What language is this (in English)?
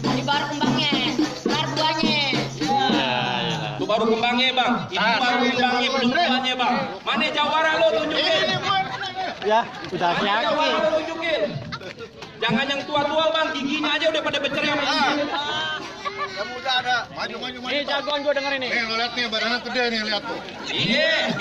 Betawi